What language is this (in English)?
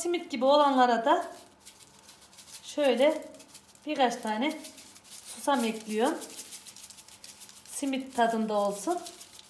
Turkish